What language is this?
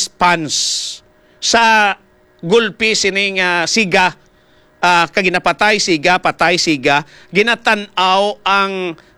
Hiligaynon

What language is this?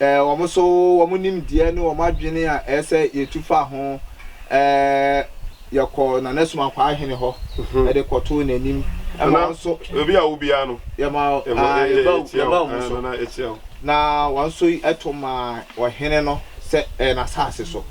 Akan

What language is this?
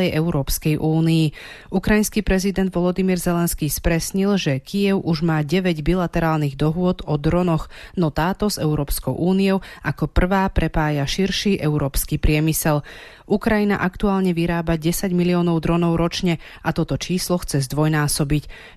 Slovak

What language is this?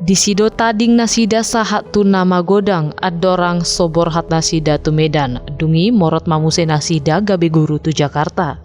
Batak Toba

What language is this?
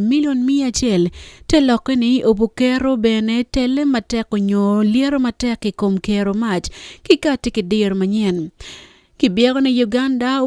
Acoli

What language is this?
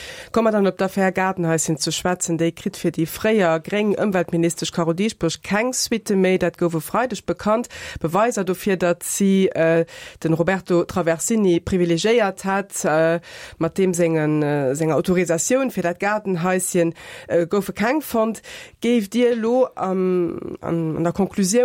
Luxembourgish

